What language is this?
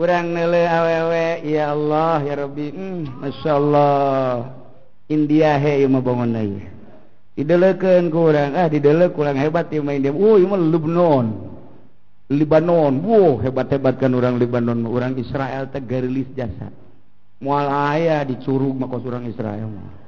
Sundanese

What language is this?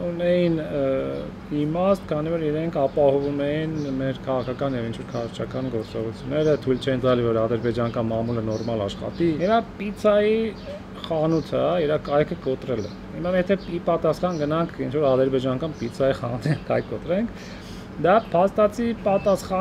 Armenian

